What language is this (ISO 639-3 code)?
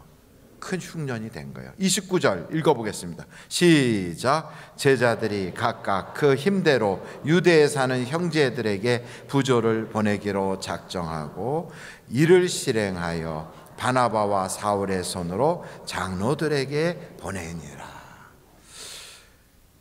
kor